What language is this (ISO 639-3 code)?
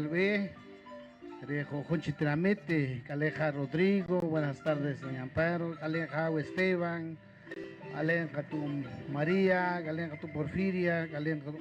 poh